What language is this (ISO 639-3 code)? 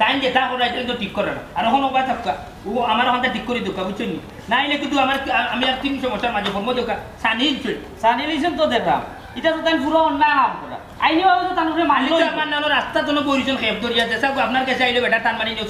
syl